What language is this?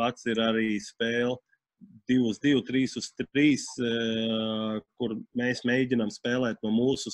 Latvian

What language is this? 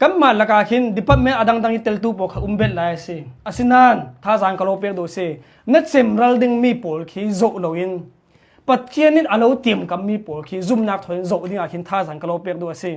Hakha Chin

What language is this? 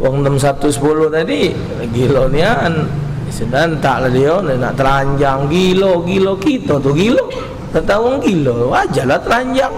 Musi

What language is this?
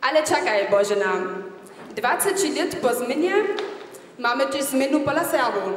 Upper Sorbian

